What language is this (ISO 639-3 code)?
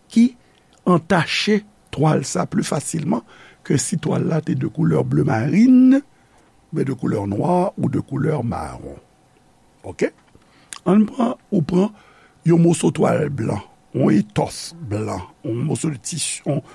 hat